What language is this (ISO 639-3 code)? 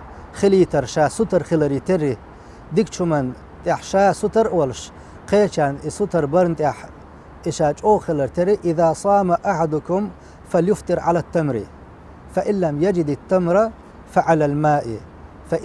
che